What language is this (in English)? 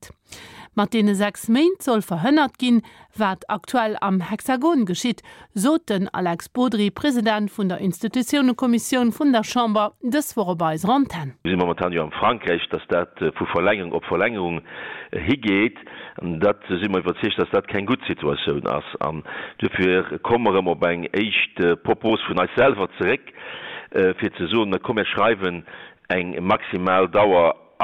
Luxembourgish